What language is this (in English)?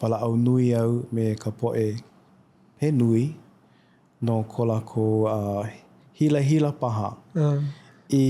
Hawaiian